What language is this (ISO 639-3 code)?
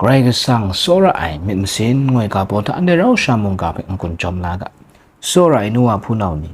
kac